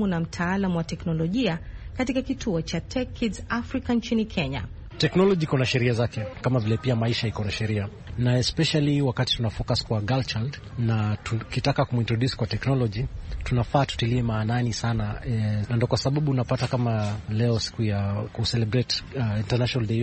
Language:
Swahili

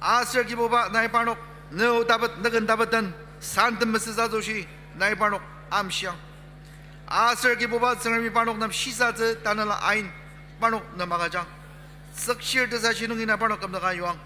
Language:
Ao Naga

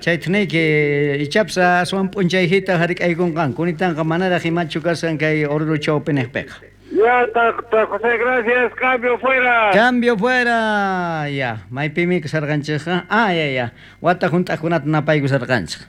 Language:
South Bolivian Quechua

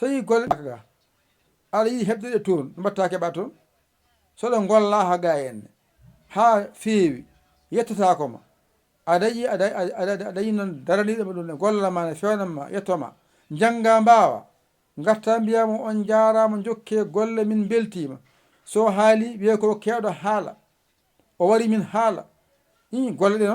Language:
Fula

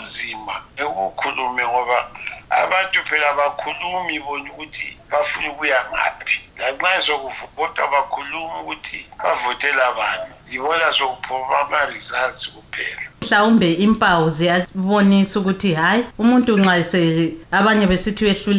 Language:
North Ndebele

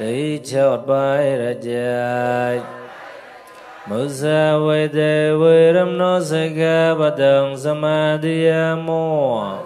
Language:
Mon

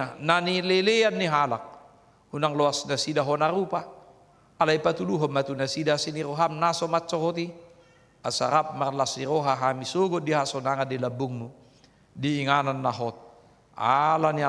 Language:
Batak Toba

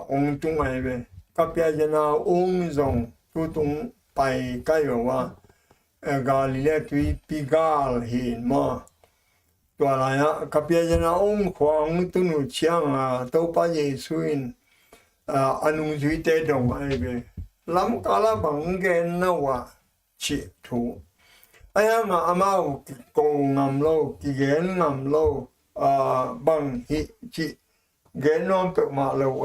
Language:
Tedim Chin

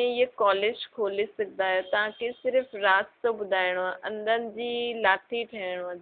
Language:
Sindhi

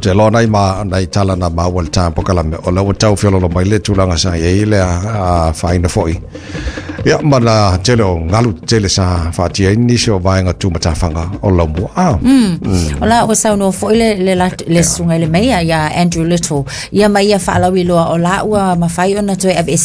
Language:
Samoan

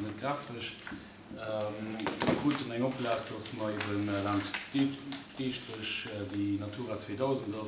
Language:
Luxembourgish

